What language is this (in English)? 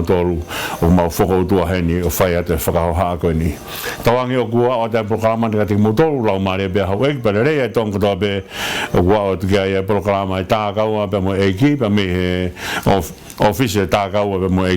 Tongan